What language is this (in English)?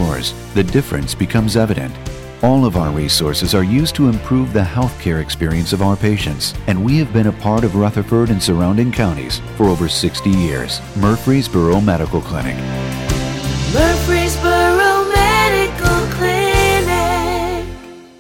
English